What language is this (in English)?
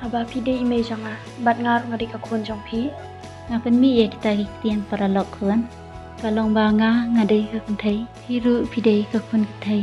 Khasi